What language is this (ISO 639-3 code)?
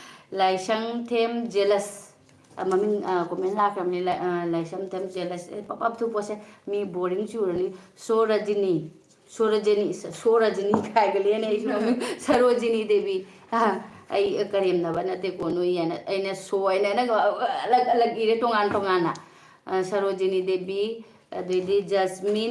mni